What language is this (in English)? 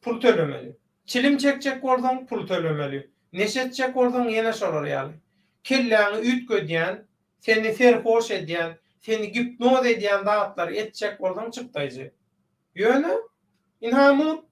Turkmen